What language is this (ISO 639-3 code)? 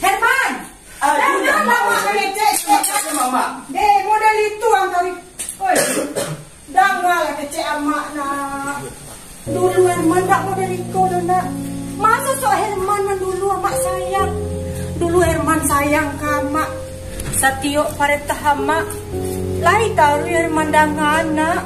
min